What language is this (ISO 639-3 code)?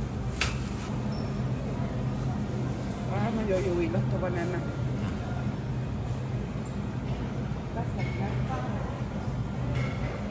hun